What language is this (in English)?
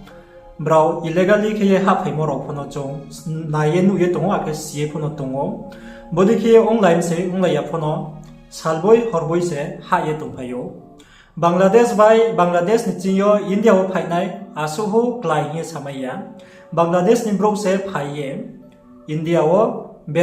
Riang (India)